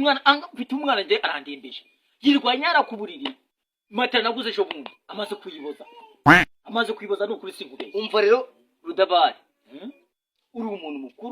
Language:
Kinyarwanda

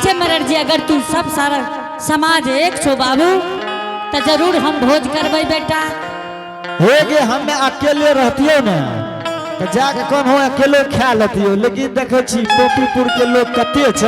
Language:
Angika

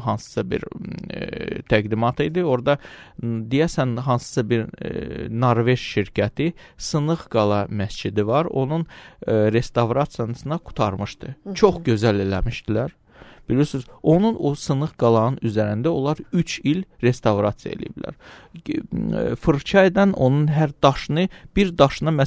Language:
Azerbaijani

